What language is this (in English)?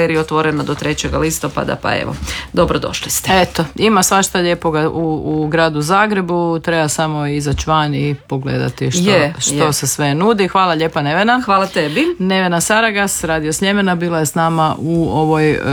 Croatian